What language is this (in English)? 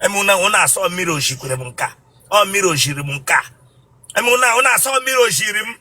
Igbo